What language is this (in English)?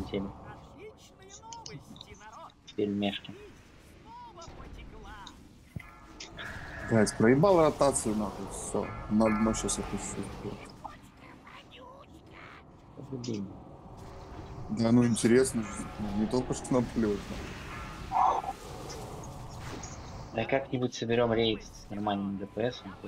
Russian